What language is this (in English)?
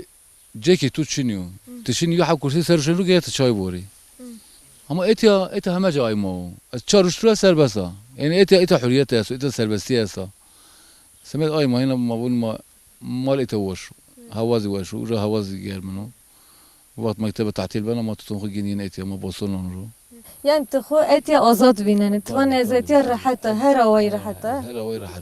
Zaza